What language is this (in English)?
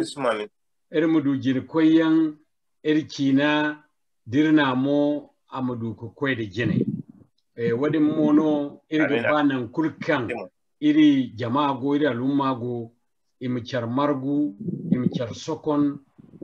Zarma